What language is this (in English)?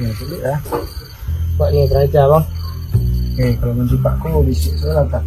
Minangkabau